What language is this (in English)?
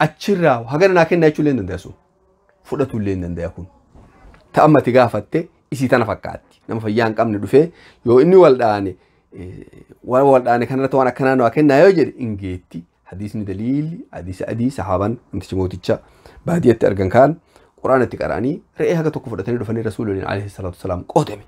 Oromo